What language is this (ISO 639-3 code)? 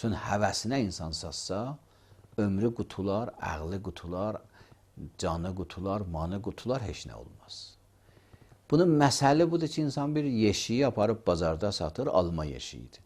aze